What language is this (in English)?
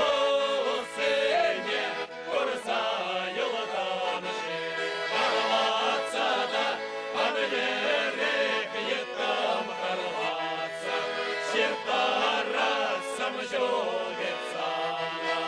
Chuvash